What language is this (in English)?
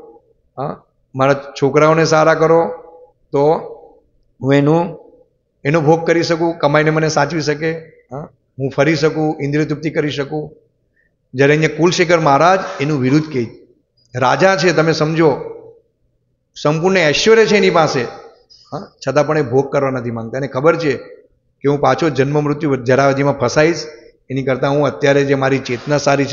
Gujarati